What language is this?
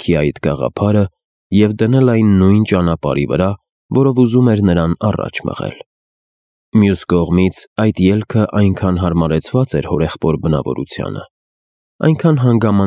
Armenian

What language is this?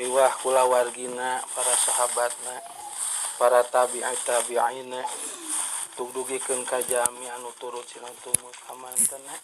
Sundanese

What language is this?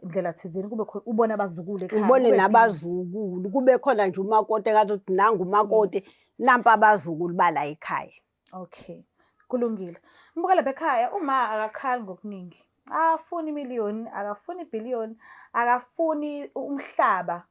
Zulu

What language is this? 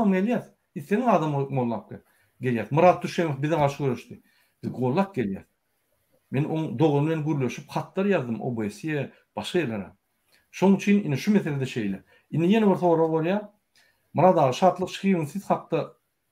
Turkmen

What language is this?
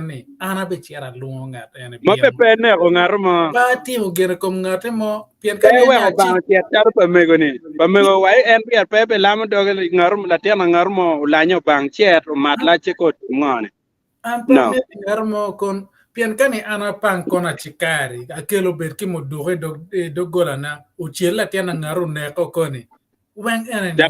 Acoli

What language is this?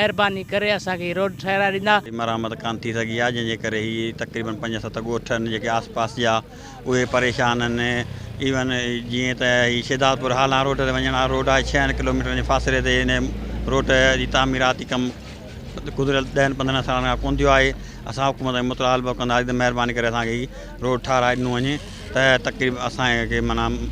Sindhi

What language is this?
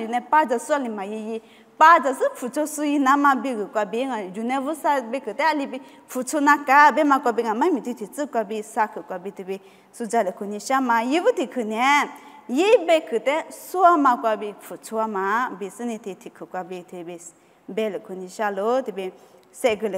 Lisu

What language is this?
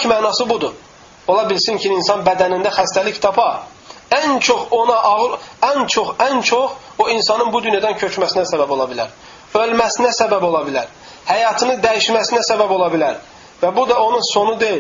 Azerbaijani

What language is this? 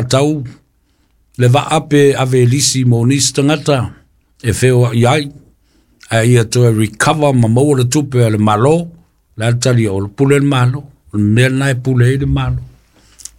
Samoan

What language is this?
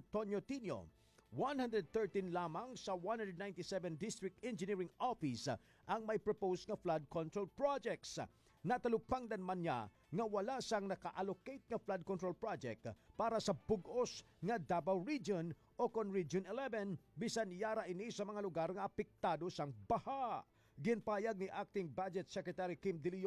Hiligaynon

